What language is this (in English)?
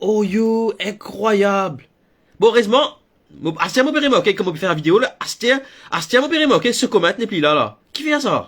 Morisyen